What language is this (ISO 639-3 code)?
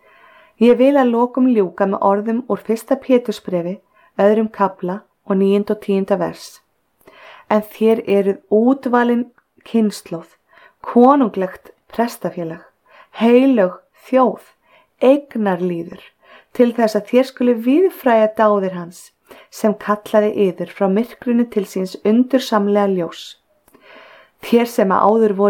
isl